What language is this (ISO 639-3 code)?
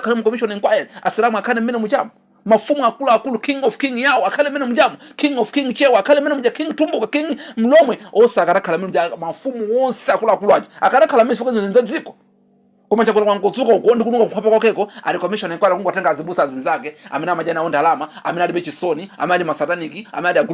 nya